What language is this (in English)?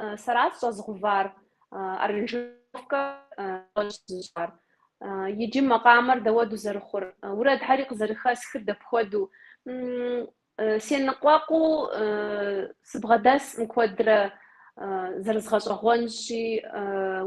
Kabardian